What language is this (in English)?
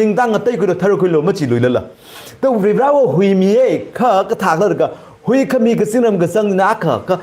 Tangkhul Naga (India)